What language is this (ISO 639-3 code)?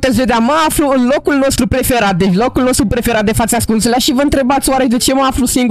ron